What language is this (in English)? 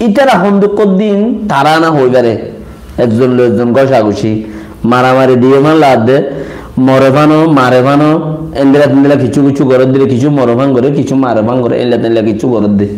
Rohingya